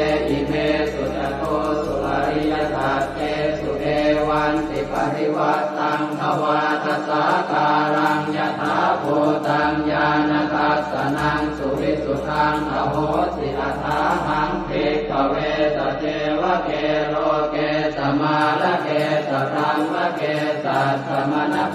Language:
Pali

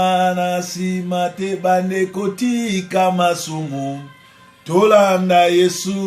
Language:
Lingala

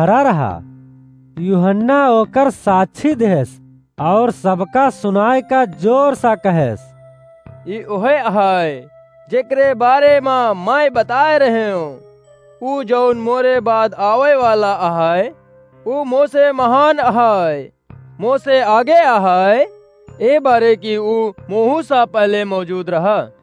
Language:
Awadhi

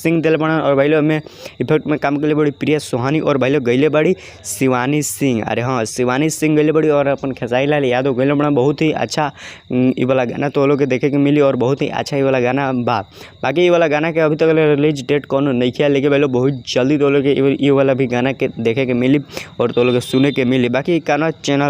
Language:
Bhojpuri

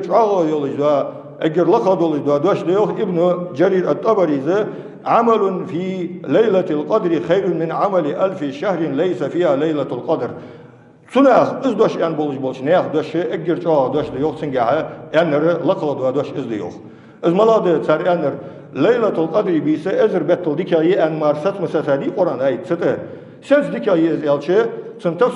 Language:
Ingush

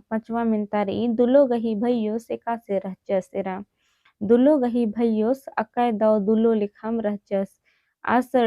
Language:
Kurukh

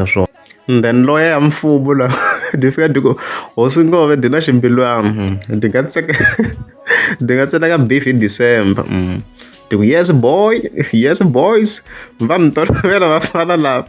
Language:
Tsonga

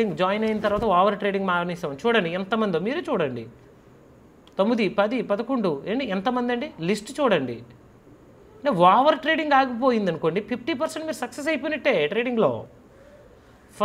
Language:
Telugu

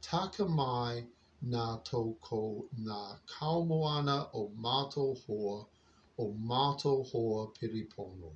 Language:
Māori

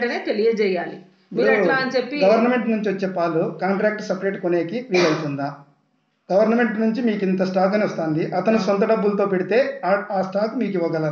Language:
Telugu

